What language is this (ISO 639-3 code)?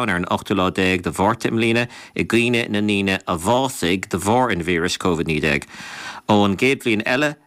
gle